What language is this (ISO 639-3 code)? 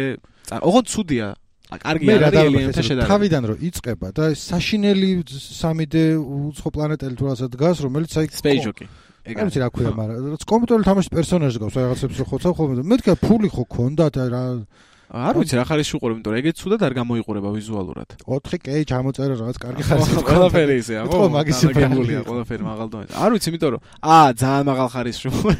kat